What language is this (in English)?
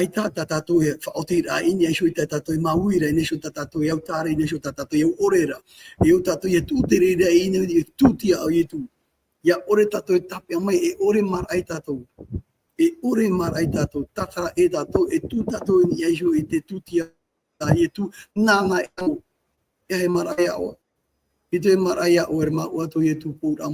Tahitian